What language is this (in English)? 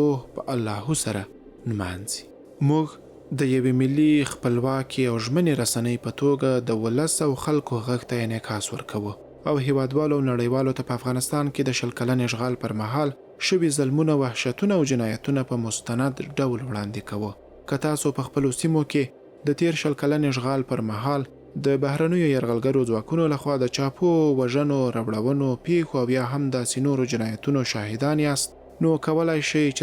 Pashto